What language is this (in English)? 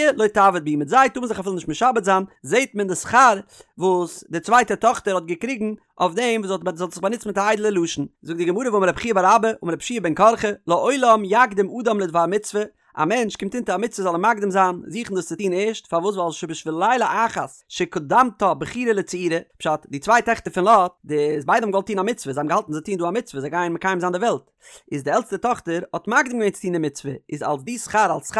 Yiddish